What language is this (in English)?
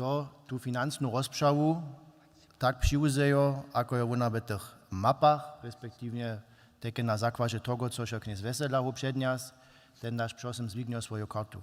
Upper Sorbian